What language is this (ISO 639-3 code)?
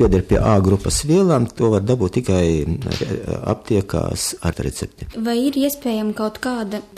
lav